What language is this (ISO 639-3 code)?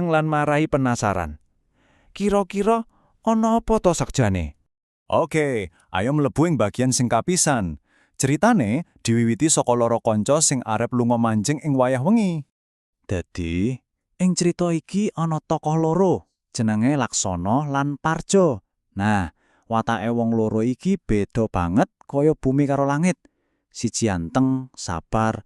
jav